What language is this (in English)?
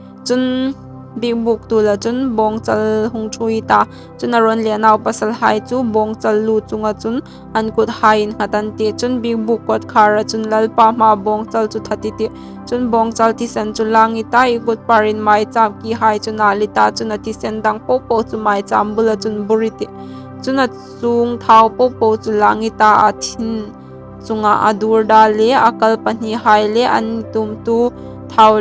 Hmar